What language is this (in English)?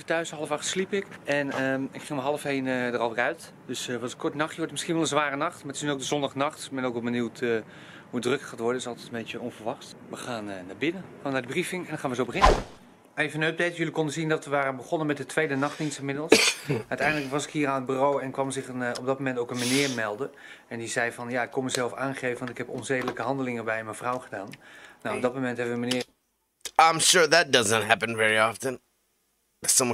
Dutch